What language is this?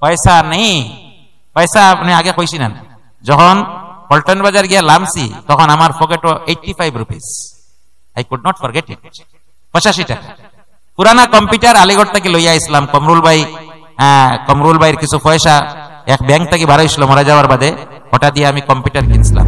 Sylheti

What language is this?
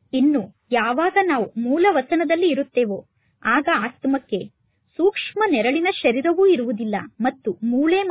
Kannada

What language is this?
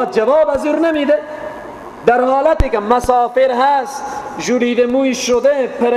Persian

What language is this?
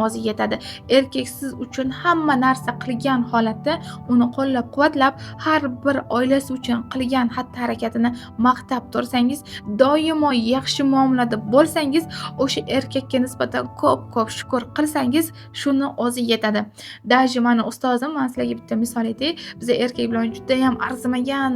Uzbek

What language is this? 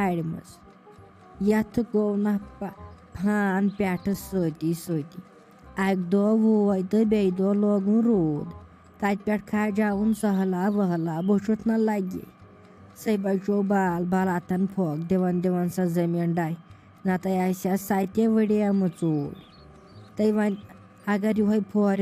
Kashmiri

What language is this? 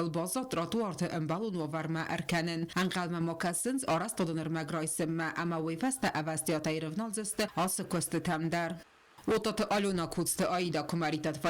Ossetic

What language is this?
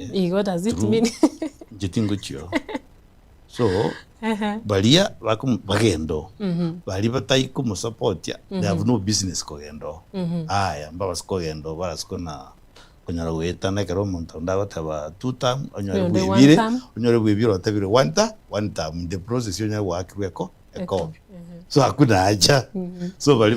Gusii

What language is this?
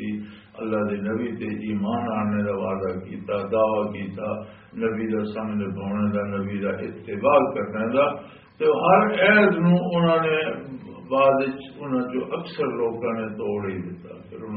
Western Panjabi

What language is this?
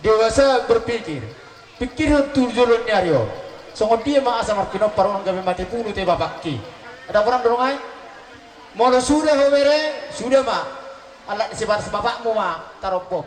Batak Toba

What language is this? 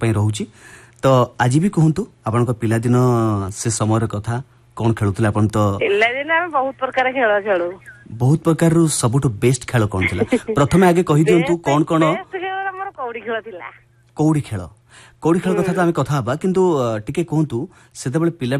Odia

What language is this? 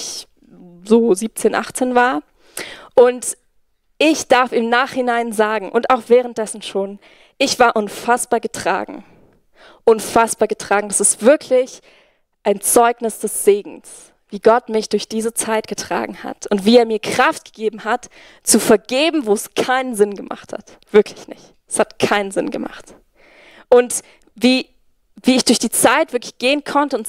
Swiss German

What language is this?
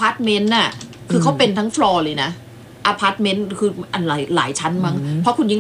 Thai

